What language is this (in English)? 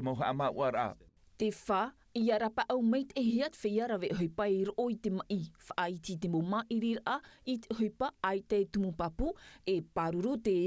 Tahitian